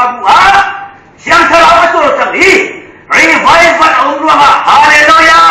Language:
Hakha Chin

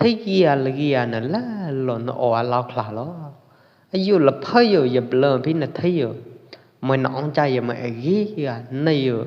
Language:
Pwo Eastern Karen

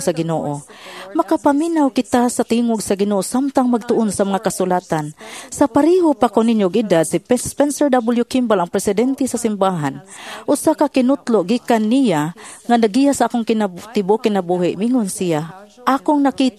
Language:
Cebuano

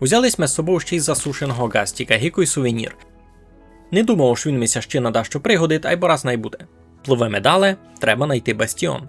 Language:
Rusyn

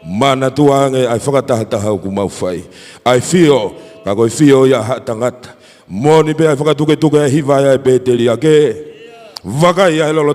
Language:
Tongan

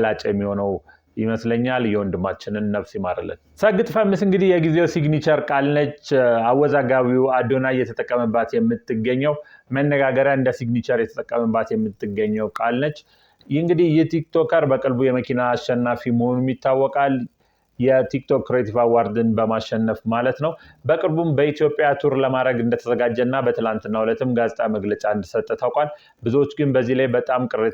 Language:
Amharic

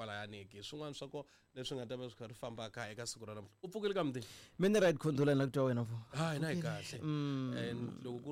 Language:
Tsonga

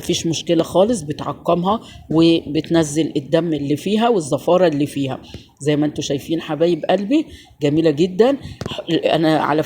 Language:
Egyptian Arabic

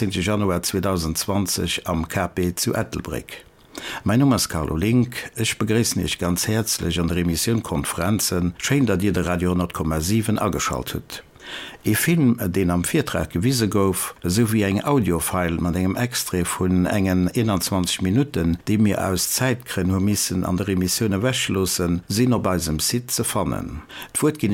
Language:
Luxembourgish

